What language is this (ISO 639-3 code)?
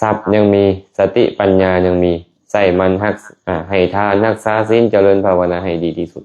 lao